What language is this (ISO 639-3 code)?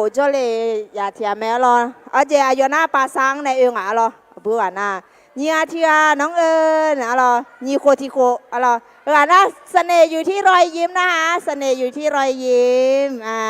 ahk